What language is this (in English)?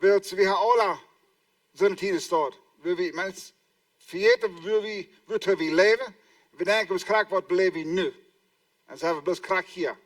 Plautdietsch